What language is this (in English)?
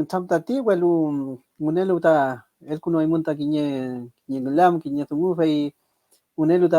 Mapuche